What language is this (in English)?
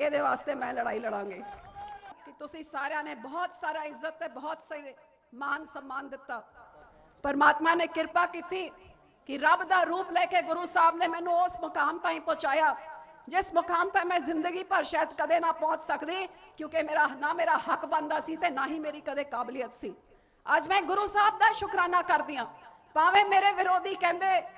Punjabi